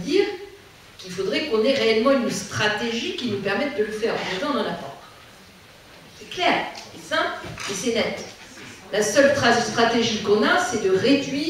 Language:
French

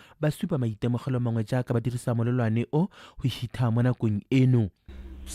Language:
Tswana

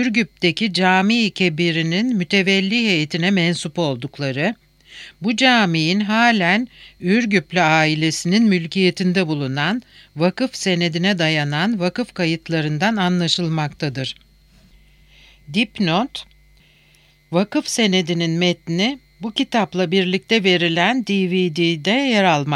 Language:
Turkish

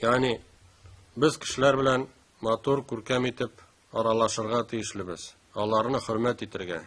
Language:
Tatar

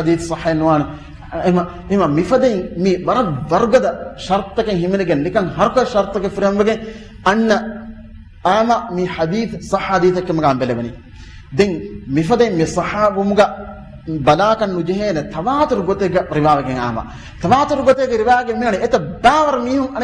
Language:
Divehi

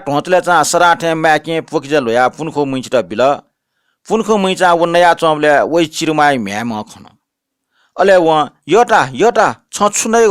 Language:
Newari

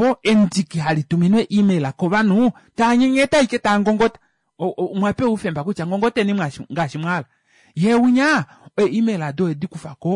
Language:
Kuanyama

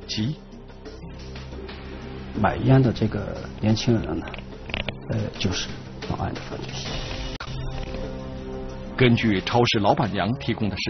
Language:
Chinese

